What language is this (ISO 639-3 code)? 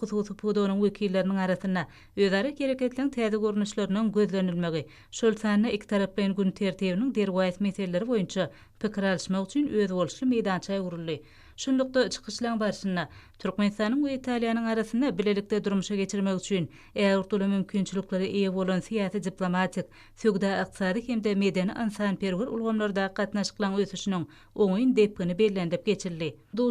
tuk